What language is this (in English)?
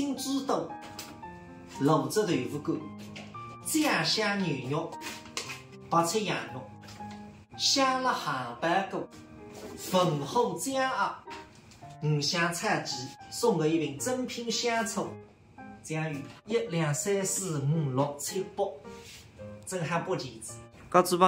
Wu Chinese